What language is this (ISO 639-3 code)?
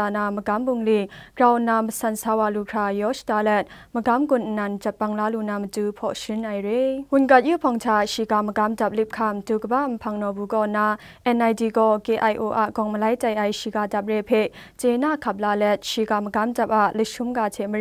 kac